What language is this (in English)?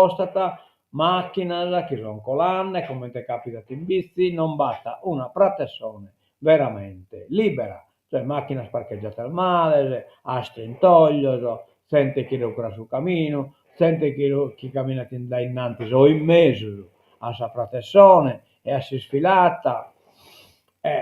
Sardinian